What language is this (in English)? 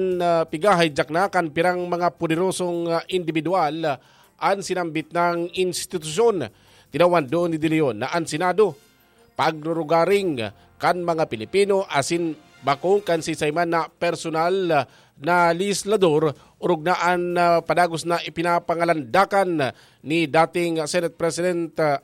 Bikol